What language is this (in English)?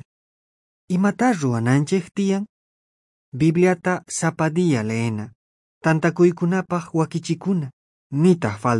South Bolivian Quechua